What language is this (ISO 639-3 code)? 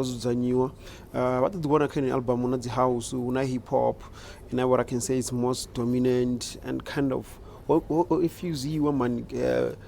ven